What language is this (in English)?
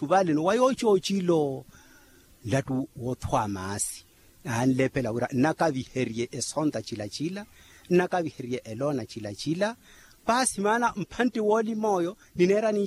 Makhuwa